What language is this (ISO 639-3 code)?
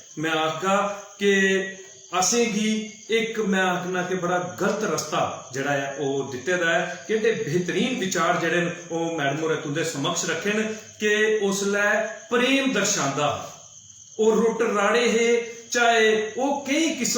doi